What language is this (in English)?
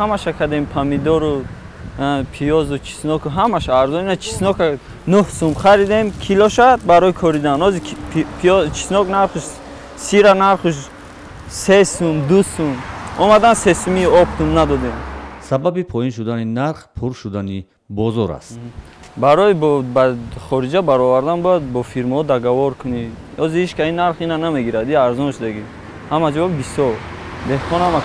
Tajik